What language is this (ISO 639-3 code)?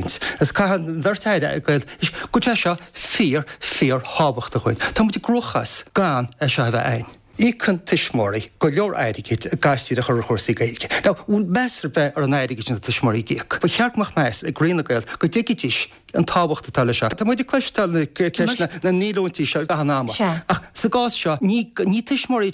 gle